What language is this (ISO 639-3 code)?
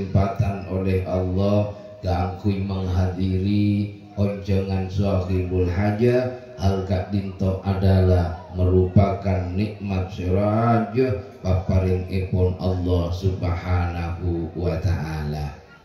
mad